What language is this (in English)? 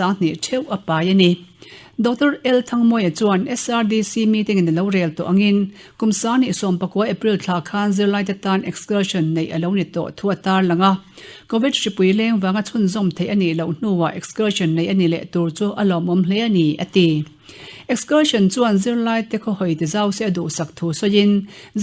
Mizo